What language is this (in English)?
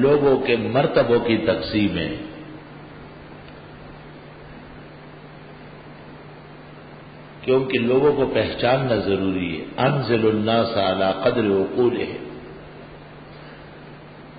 Urdu